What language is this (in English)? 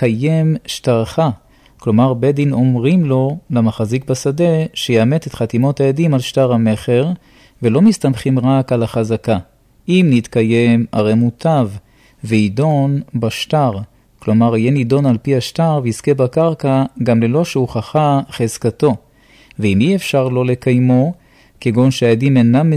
Hebrew